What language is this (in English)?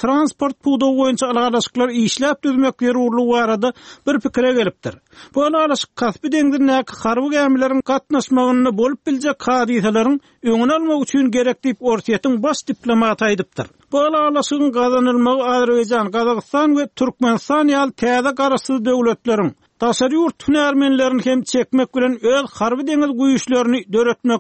Turkmen